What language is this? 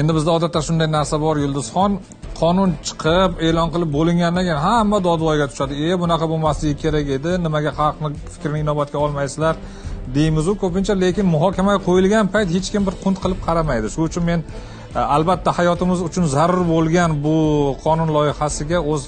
Uzbek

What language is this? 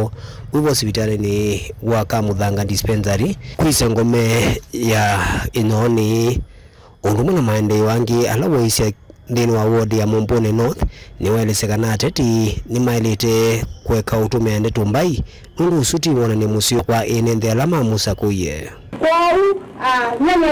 Kamba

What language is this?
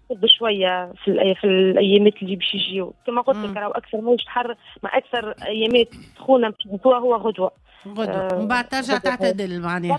Tunisian Arabic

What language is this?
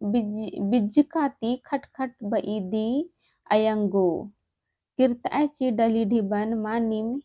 Kurukh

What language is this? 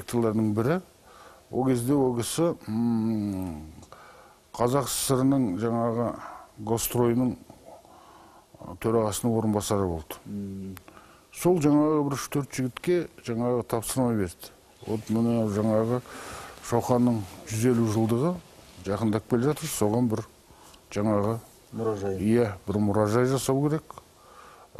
Kazakh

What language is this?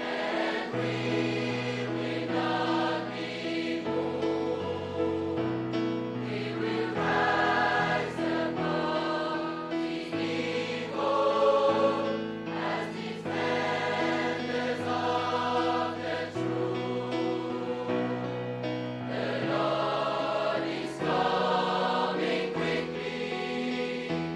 Tahitian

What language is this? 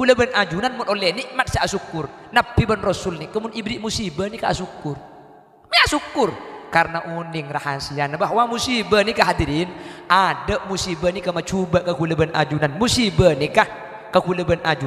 Madurese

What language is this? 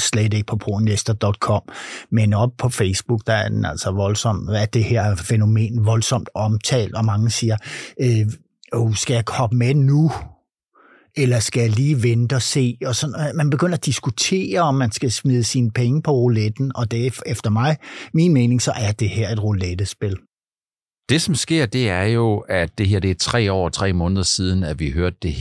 Danish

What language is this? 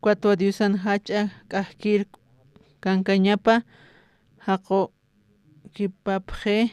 Aymara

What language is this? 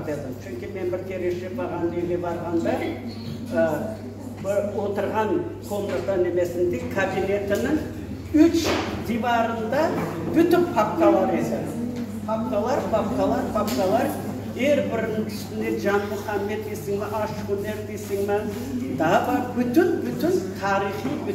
Crimean Tatar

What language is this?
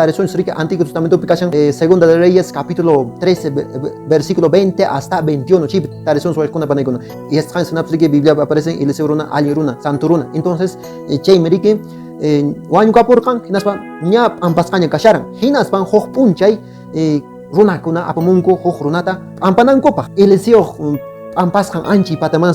Quechua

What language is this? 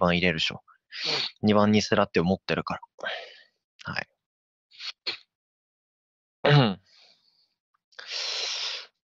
Japanese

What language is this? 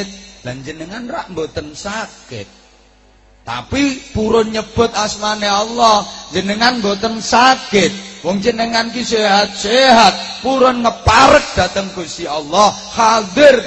Javanese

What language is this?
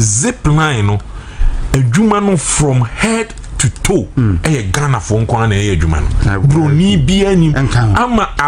Akan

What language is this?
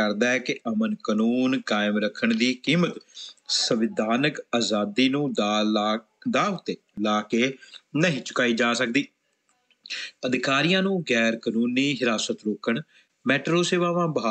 Punjabi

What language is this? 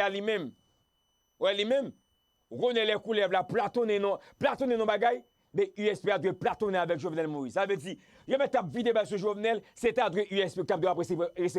Haitian Creole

